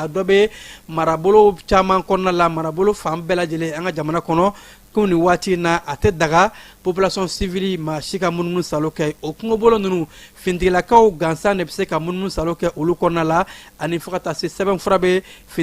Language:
Bambara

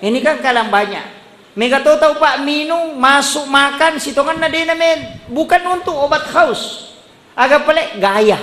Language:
Buginese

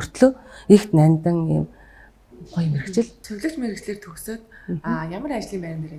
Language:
Mongolian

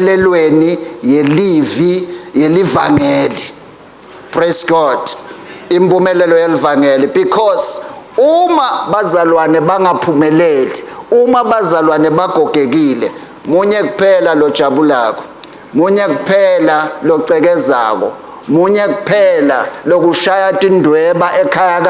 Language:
Swati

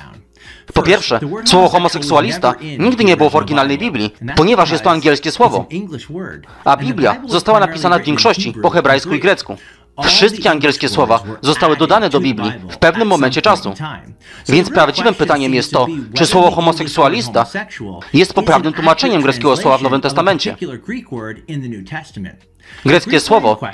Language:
Polish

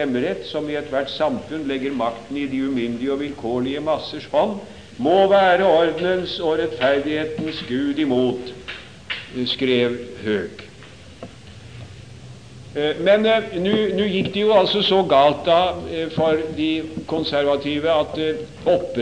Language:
Norwegian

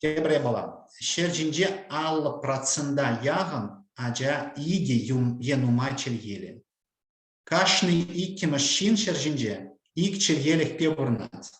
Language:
Chuvash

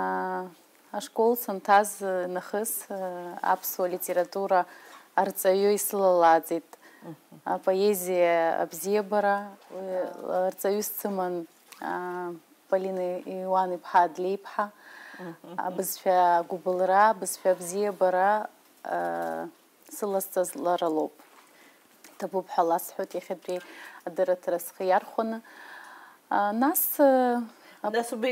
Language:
Abkhazian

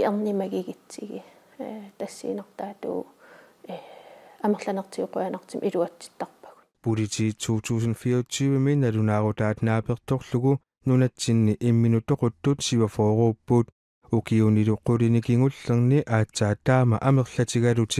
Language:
Kalaallisut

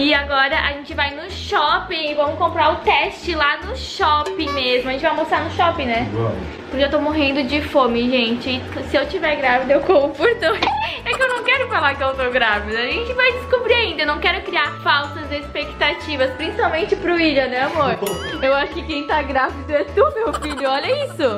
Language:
Portuguese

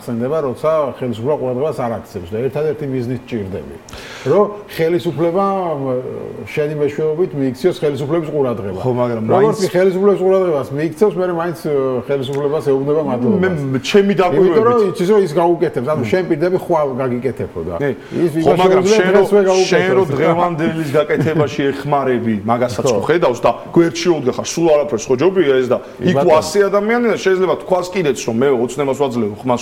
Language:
Georgian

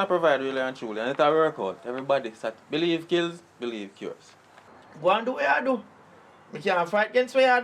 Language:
Jamaican Creole English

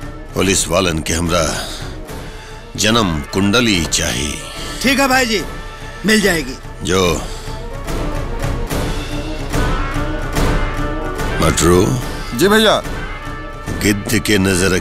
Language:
Bhojpuri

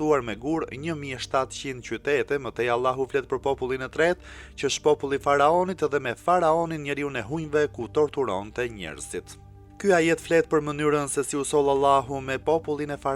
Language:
Albanian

